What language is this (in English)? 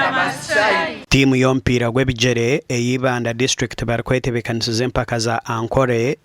Nyankole